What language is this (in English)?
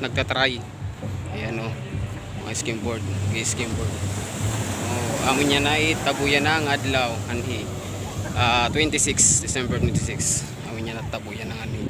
Waray